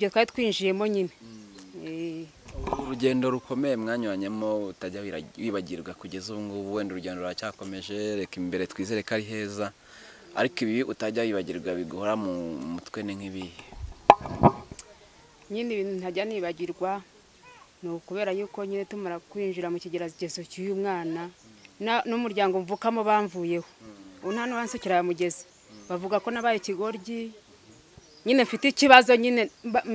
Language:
Kinyarwanda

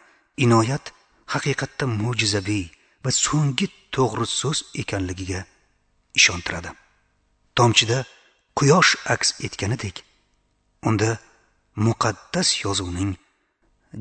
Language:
Uzbek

